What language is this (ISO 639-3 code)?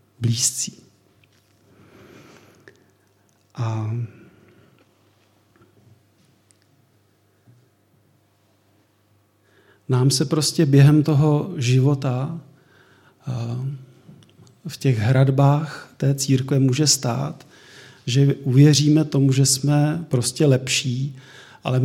ces